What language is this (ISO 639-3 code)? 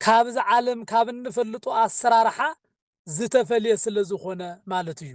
tir